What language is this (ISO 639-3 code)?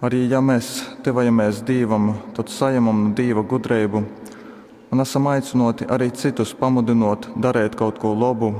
ltg